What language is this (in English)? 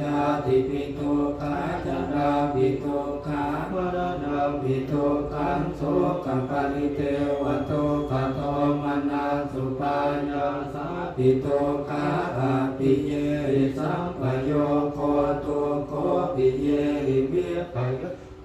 Pali